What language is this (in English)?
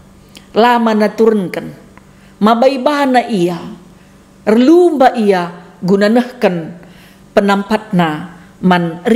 Batak Karo